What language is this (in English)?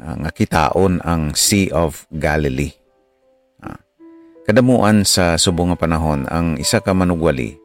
Hiligaynon